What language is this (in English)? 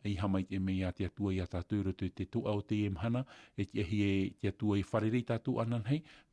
Tahitian